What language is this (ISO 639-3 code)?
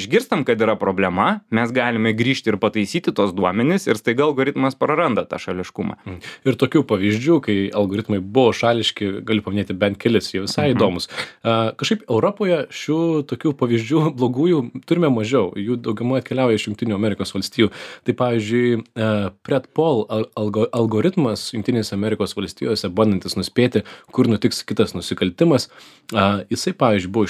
lit